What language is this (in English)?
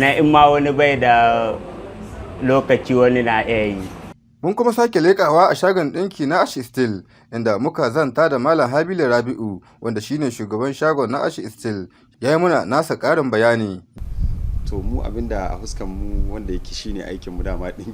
Hausa